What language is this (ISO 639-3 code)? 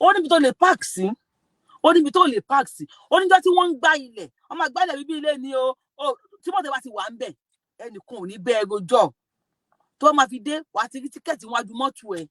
yor